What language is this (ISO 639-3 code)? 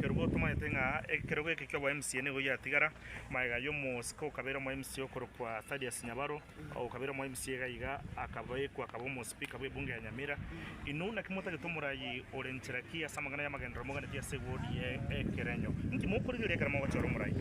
guz